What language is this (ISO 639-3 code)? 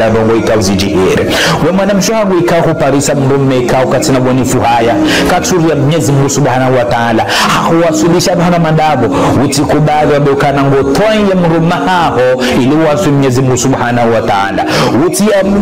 zdj